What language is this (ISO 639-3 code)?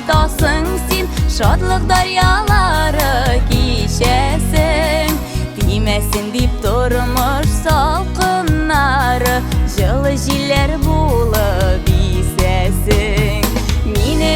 bak